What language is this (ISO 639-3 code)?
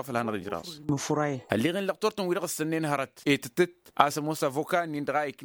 taq